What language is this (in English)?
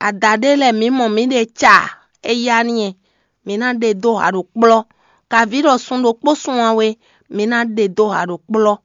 Fon